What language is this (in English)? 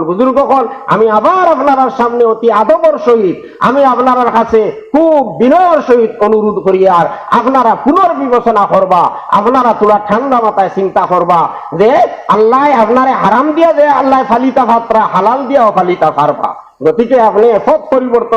Sylheti